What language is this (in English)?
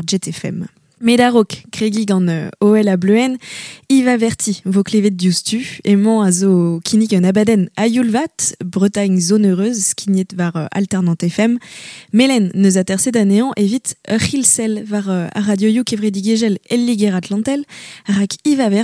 Breton